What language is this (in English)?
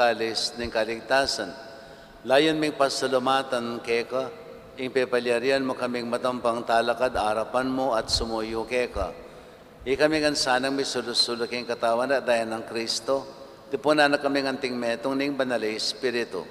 Pampanga